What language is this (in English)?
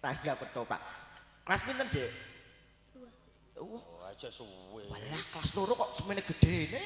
Javanese